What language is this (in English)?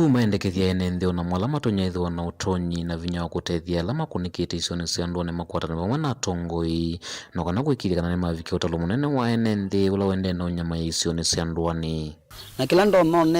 Kamba